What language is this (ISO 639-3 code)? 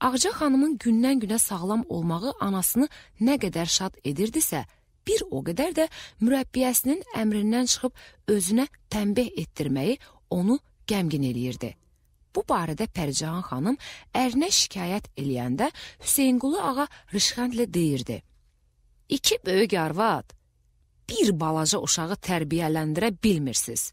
aze